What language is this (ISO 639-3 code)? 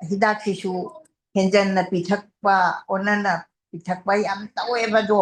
mni